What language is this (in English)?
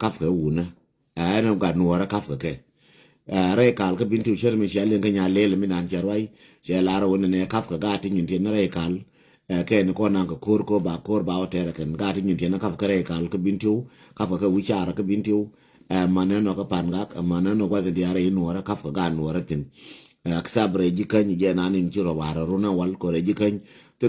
Nuer